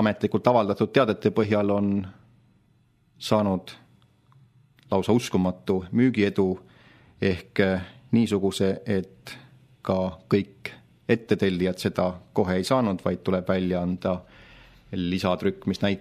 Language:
Estonian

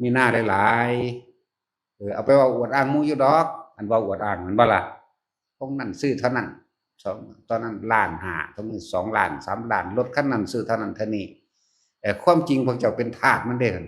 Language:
Northeastern Thai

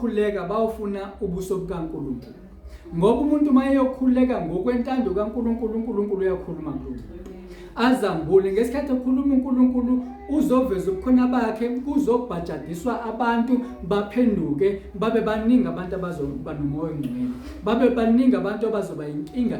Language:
Zulu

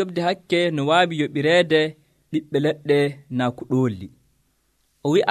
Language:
Nigerian Fulfulde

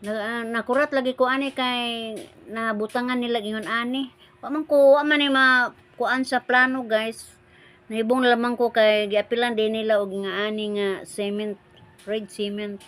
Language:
Cebuano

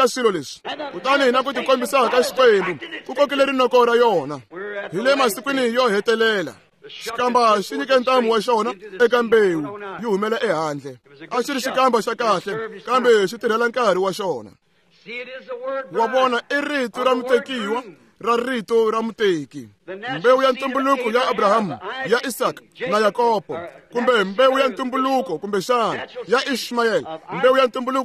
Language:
Tsonga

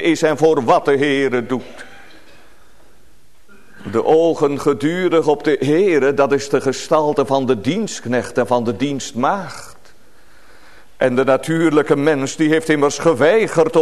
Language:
Dutch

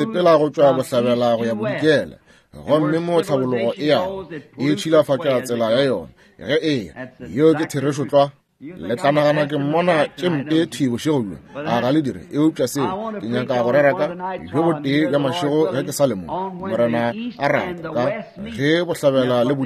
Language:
Northern Sotho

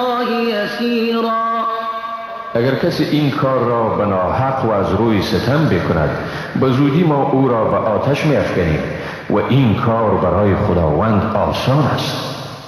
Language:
Persian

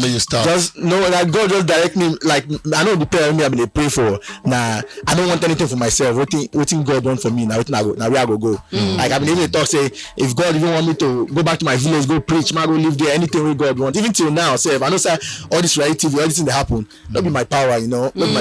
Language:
Nigerian Pidgin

